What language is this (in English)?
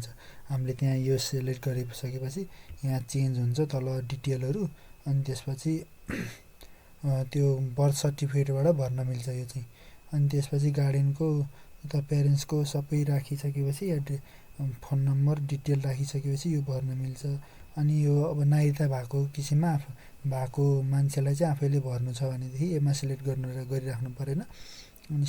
Nepali